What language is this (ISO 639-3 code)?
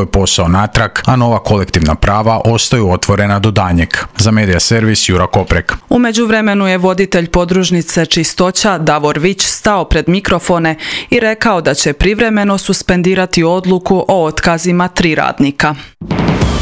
hrv